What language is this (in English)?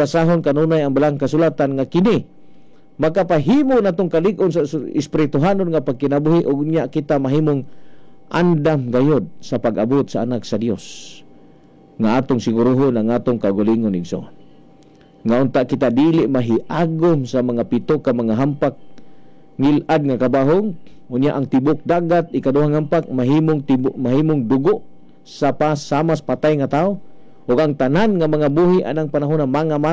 Cebuano